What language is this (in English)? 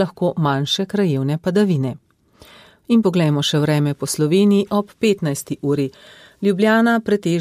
Slovenian